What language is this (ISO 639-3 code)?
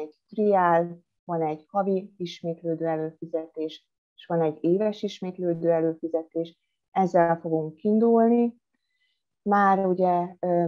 hun